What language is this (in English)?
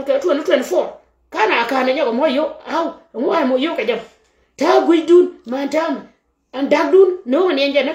Nuer